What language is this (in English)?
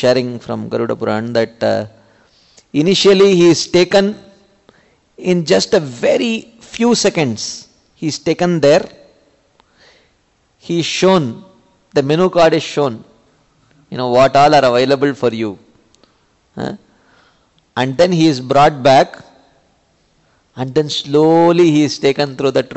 English